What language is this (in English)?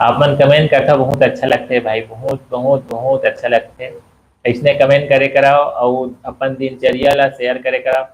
Chhattisgarhi